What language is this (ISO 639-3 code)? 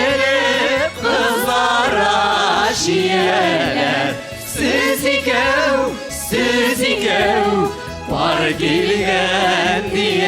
tat